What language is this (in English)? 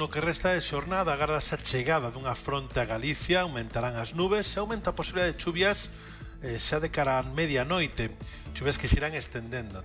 Galician